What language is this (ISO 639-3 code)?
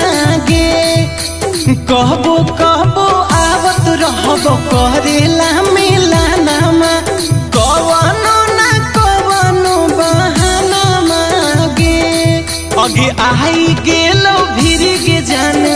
mag